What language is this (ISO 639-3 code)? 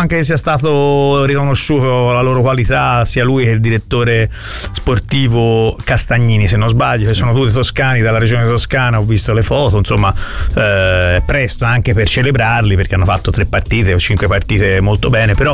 ita